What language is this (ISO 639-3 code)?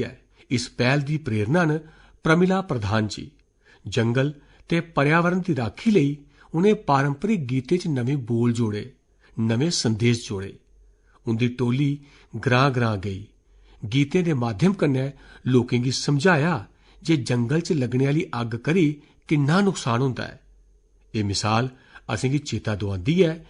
doi